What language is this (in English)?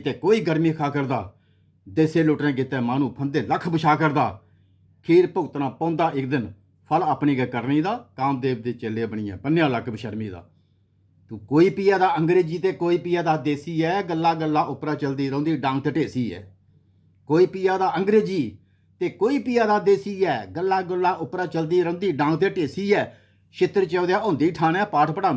Dogri